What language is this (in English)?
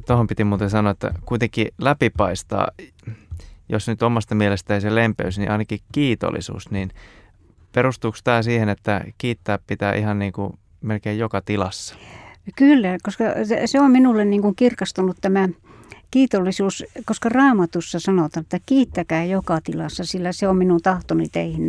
Finnish